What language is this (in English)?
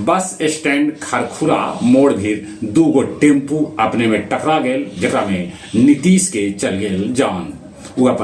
Magahi